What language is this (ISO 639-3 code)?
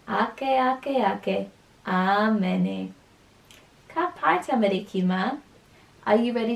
mri